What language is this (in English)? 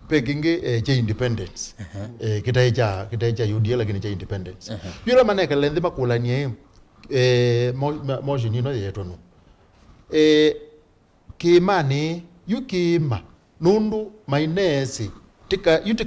Kamba